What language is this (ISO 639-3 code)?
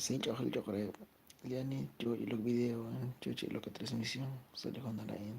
kek